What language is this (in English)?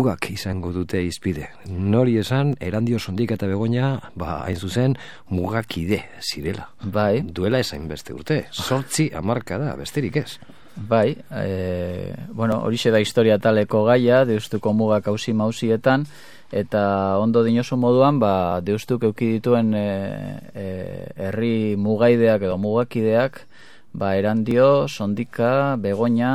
Basque